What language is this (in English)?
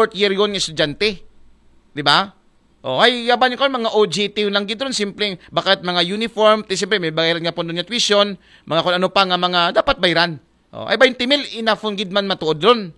Aklanon